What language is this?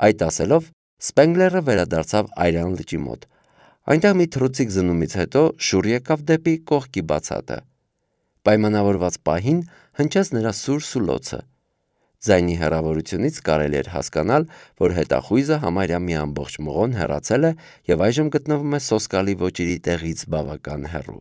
Armenian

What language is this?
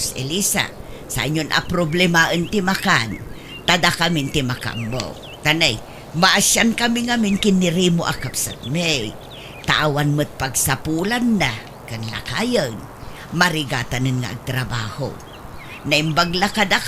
Iloko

